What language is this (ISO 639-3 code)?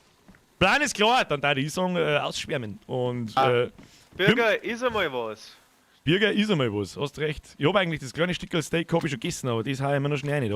bar